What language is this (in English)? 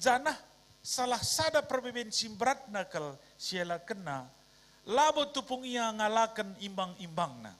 Batak Karo